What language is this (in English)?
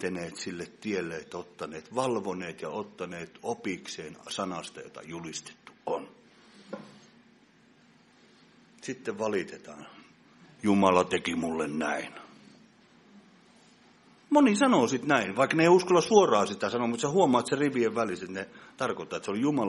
Finnish